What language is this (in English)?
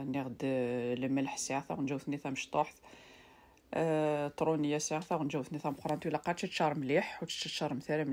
Kabyle